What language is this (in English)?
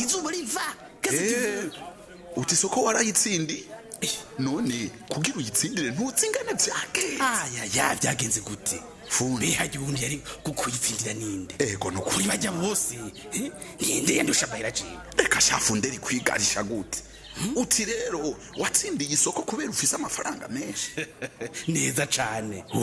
Rundi